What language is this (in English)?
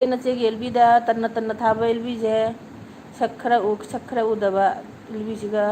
Manipuri